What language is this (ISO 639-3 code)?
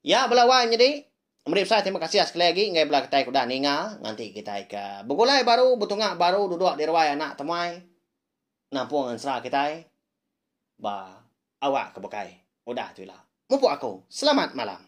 iba